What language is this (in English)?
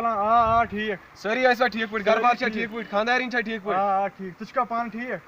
Kashmiri